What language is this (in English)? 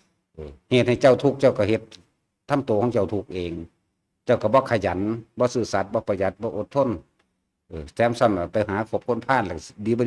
Northeastern Thai